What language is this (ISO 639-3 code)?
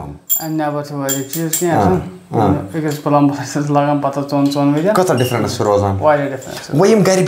kas